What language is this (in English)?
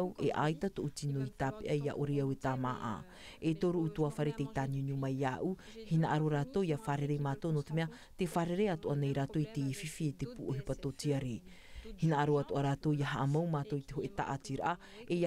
Tahitian